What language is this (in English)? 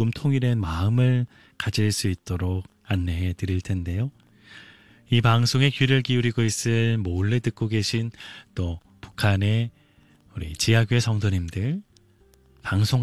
Korean